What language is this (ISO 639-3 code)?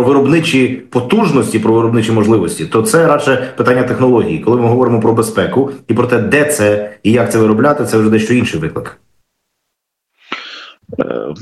ukr